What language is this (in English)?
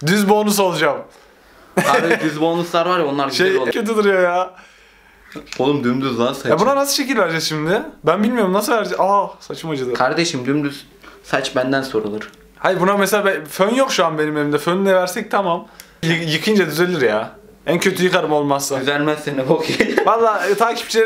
Turkish